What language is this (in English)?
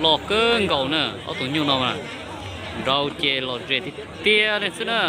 Hmong